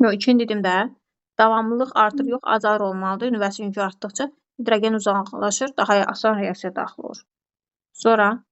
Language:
Azerbaijani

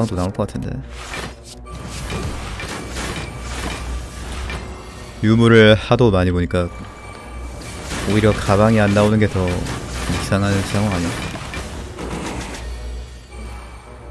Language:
Korean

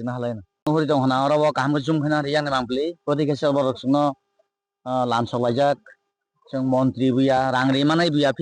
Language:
Kok Borok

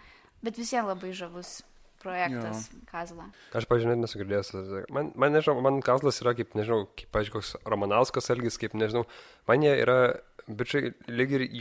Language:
Lithuanian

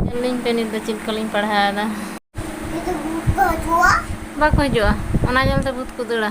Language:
Santali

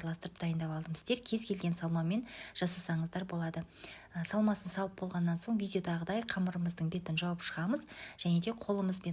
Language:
Kazakh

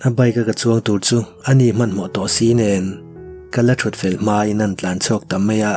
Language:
Mizo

